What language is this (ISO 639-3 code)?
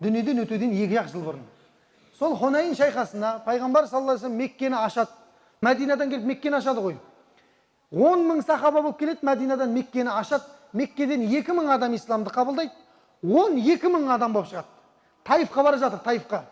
kaz